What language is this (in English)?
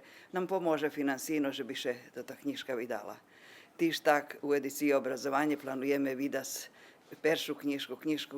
Rusyn